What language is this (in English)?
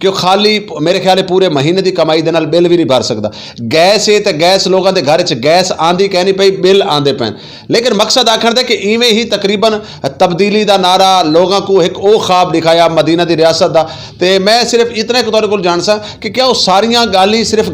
Western Panjabi